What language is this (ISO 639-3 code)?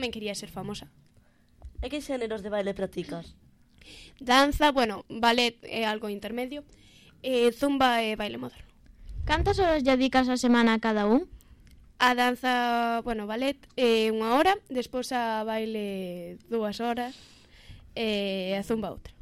glg